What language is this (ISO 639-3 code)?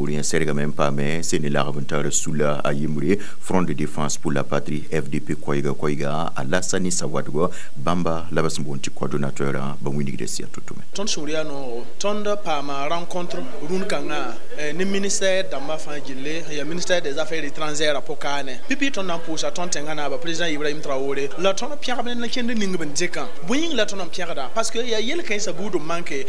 mos